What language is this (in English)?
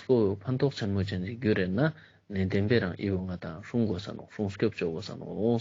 Ladakhi